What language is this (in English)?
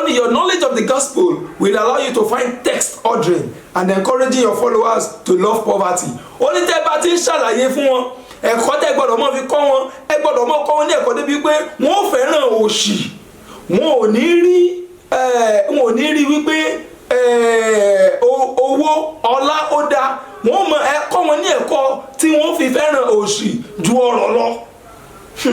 Yoruba